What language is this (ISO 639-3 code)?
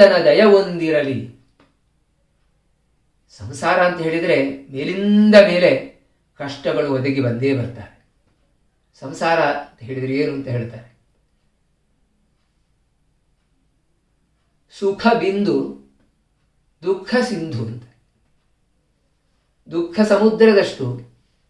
kan